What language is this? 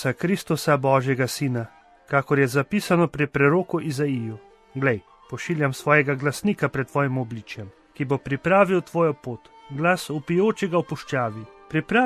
Slovenian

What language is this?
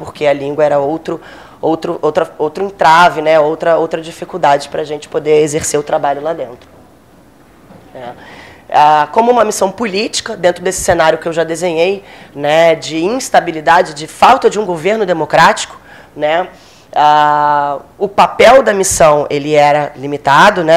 Portuguese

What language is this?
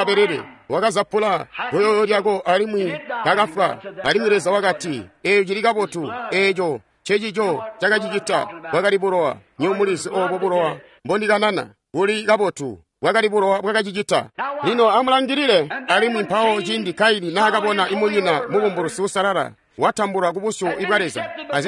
Tonga (Zambia)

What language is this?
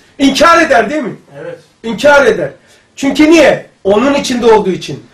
Turkish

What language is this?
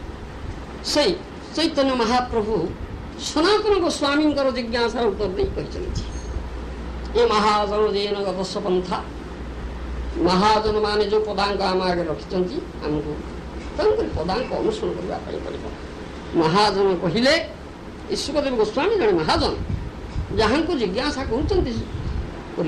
Odia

